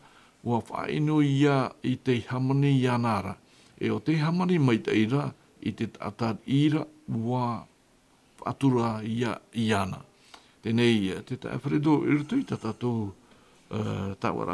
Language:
Tahitian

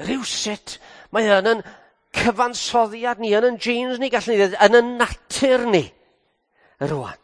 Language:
Welsh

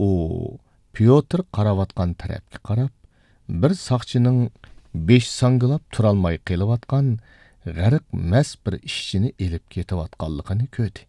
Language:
Uyghur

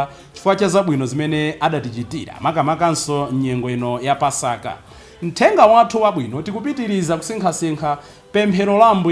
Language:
Nyanja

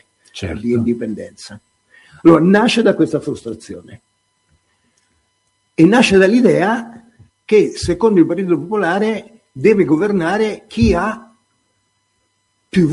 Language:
Italian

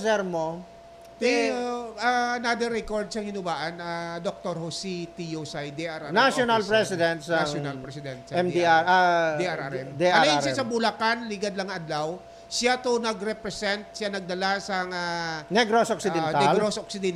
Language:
Hiligaynon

